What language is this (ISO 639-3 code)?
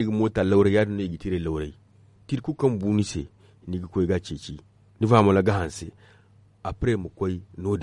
dje